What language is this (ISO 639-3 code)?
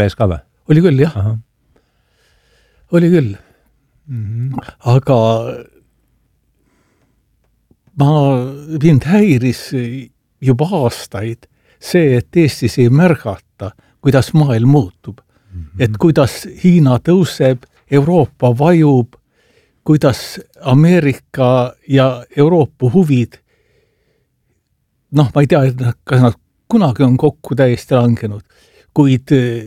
est